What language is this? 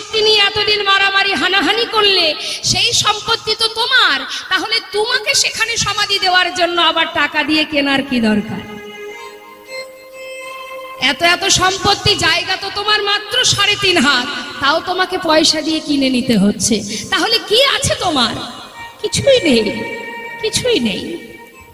Bangla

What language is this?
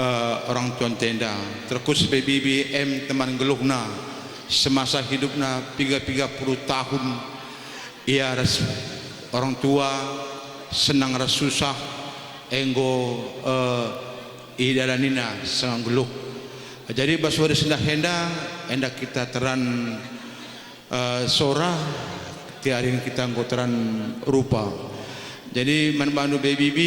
Batak Karo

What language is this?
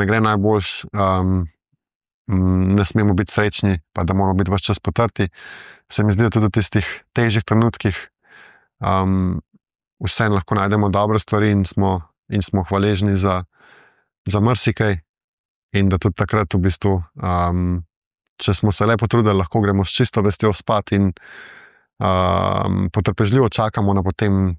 Slovenian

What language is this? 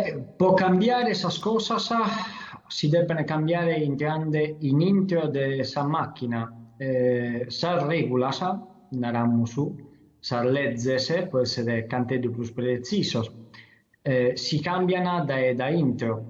Sardinian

